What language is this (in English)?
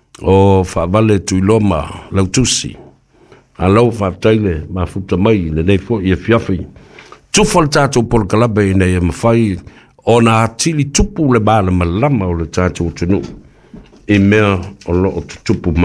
Samoan